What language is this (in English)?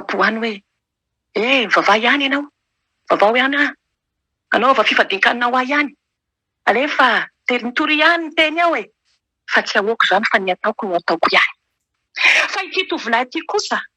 Malagasy